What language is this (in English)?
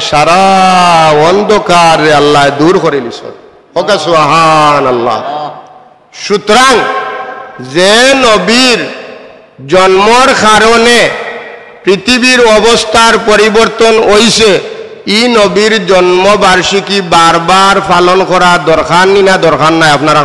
Sylheti